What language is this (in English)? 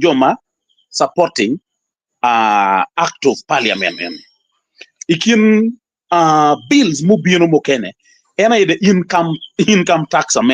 Acoli